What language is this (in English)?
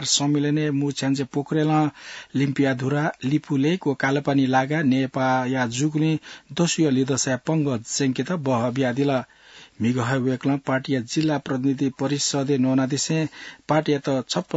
Newari